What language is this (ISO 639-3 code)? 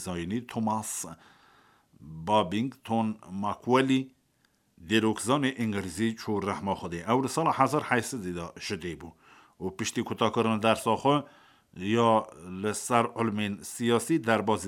kur